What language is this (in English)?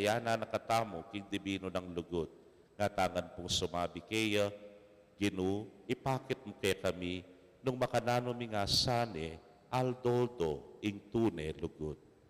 Pampanga